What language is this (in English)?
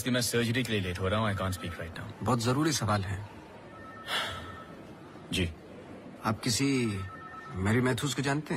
Hindi